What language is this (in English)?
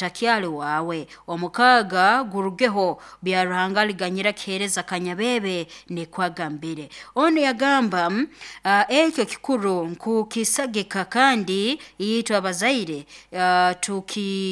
Nyankole